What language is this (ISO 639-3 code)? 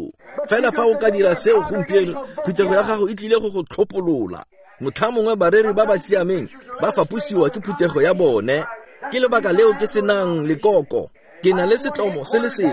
tsn